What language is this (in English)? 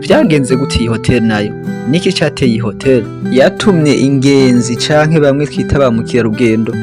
Rundi